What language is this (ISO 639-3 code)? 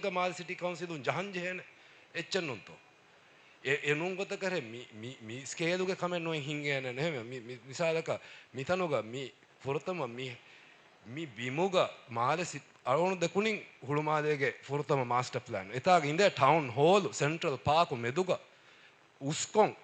div